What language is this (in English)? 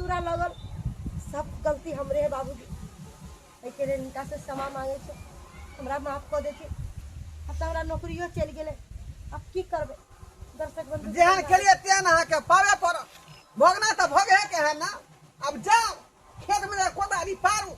Maithili